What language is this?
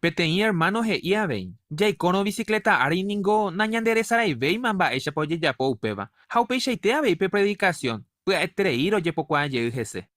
Guarani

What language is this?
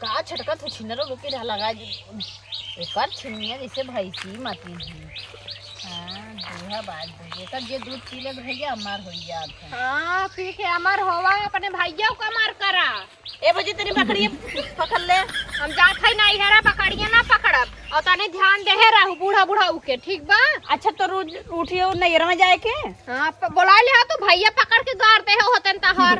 Awadhi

